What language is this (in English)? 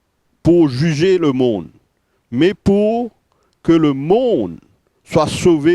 Morisyen